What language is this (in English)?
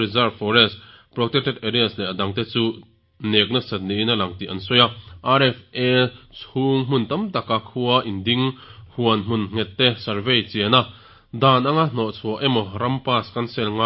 Mizo